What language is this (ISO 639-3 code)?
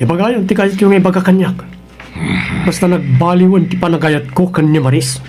ilo